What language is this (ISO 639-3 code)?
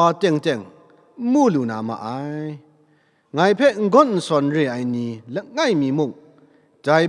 kac